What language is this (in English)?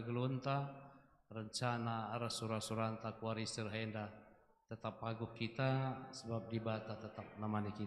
Batak Karo